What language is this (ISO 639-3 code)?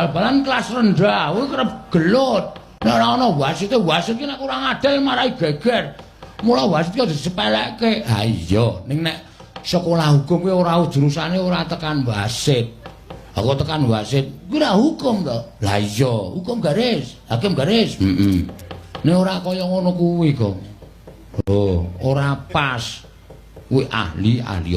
jav